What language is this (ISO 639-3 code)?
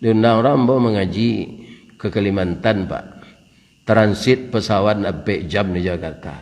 min